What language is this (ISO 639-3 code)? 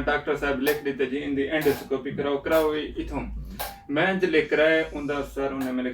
skr